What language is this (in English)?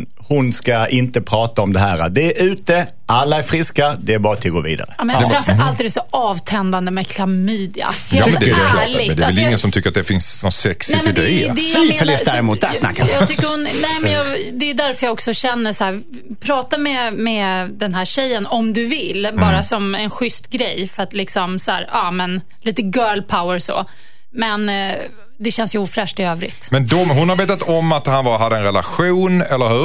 Swedish